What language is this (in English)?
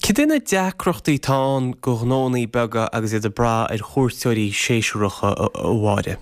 Irish